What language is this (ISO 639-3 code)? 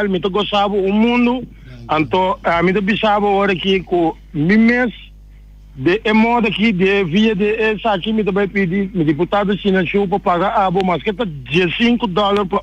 pap